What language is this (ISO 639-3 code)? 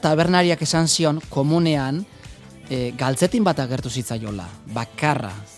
eus